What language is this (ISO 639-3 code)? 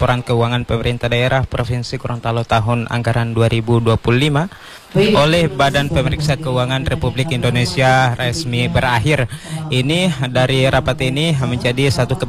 ind